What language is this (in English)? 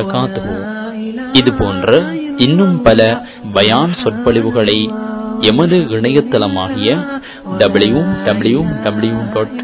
Tamil